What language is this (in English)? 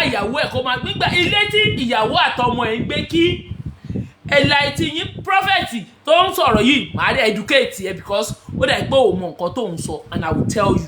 Yoruba